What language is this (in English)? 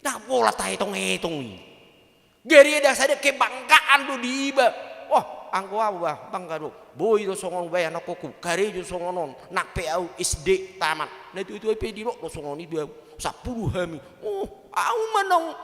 Batak Toba